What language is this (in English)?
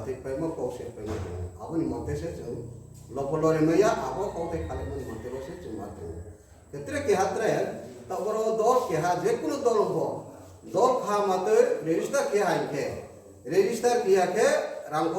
Riang (India)